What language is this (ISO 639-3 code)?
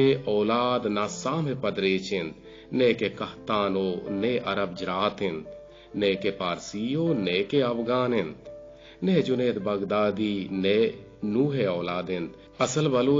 bgp